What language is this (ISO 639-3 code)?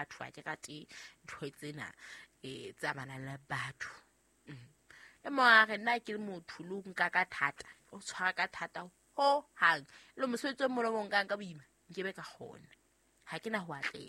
sot